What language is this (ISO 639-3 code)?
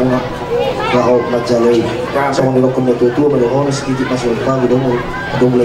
bbc